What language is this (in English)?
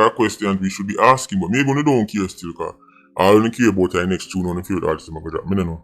Jamaican Creole English